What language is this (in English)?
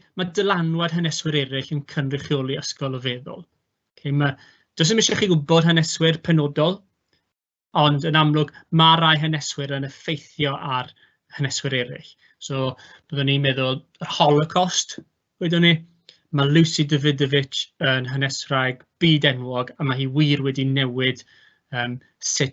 Welsh